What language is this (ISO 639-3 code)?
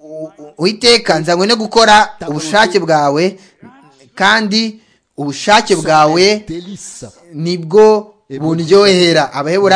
kin